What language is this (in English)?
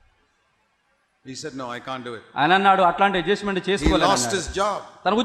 Telugu